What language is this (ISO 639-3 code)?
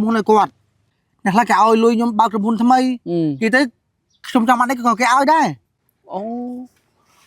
khm